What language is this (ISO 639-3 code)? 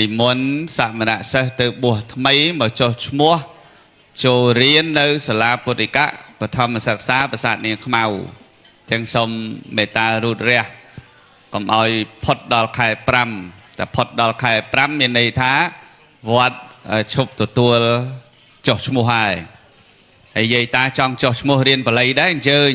khm